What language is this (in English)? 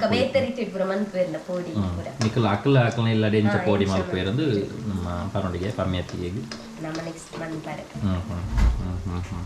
Tulu